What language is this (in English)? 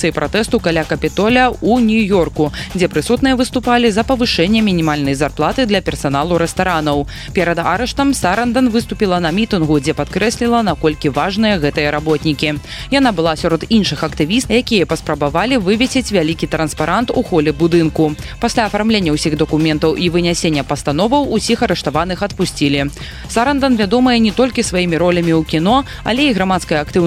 Belarusian